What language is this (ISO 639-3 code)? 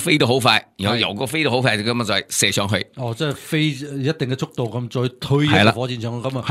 yue